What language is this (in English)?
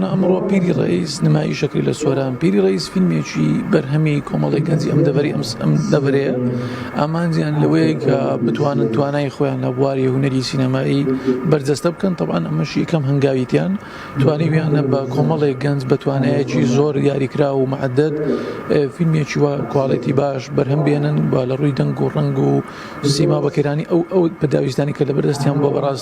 Central Kurdish